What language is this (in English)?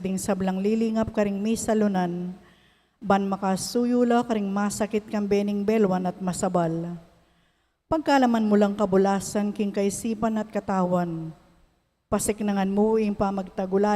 Pampanga